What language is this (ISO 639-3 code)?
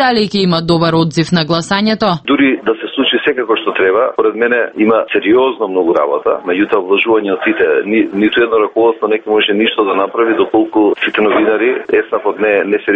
mkd